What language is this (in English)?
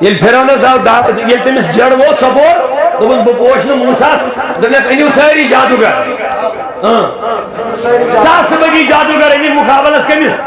Kashmiri